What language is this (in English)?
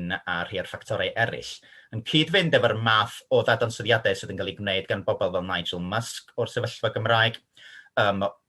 Welsh